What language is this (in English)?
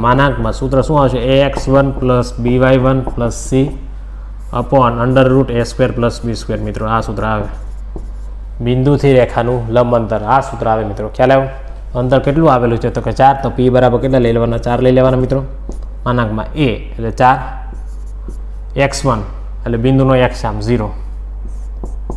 Gujarati